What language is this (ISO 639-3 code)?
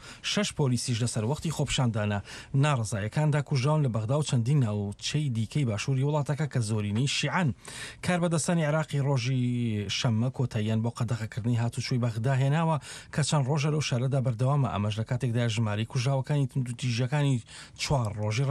ckb